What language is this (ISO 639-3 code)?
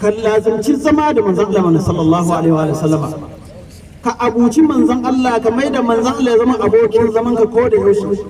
hau